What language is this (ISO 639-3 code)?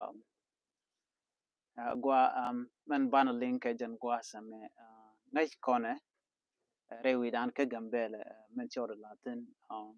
nus